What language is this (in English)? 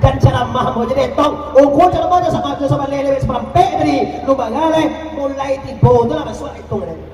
Minangkabau